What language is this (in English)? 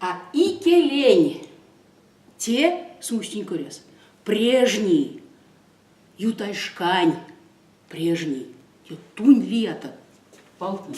Erzya